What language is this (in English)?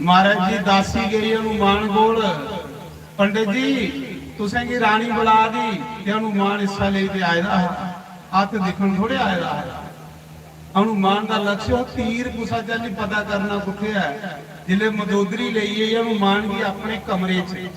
Dogri